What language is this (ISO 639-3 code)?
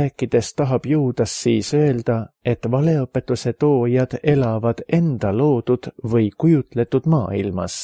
est